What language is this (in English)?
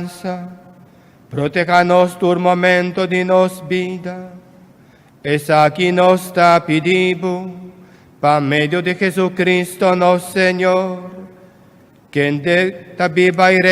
Papiamento